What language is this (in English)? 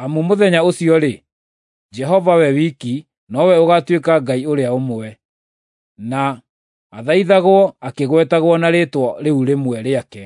Kikuyu